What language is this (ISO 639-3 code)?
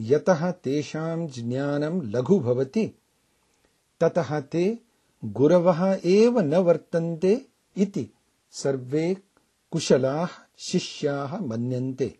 san